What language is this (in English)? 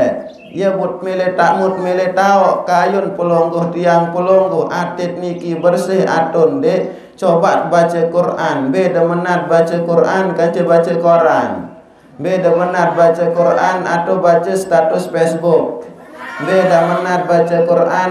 Sasak